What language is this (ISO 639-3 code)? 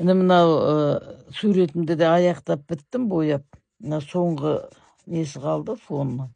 kaz